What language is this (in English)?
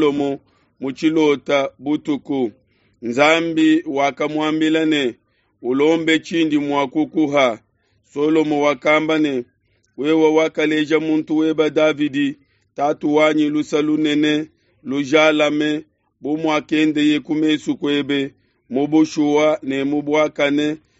Luba-Lulua